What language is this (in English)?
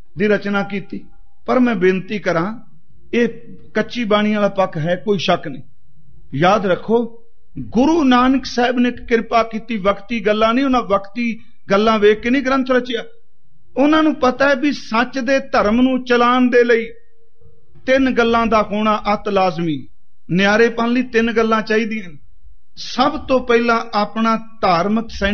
Punjabi